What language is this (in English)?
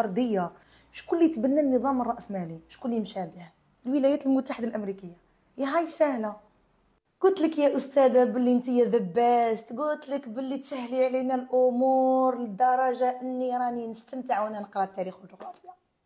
Algerian Arabic